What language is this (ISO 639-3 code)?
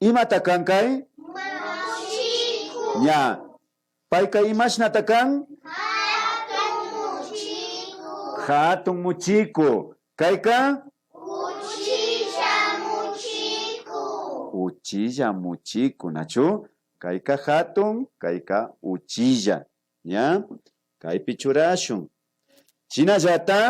qvi